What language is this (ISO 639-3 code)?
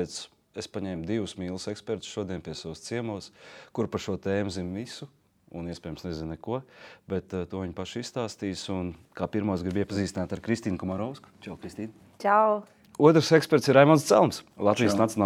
lav